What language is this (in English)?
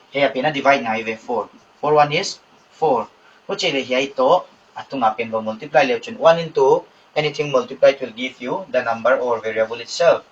Paite Chin